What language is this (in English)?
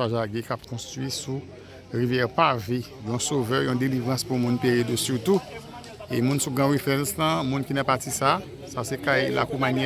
Haitian Creole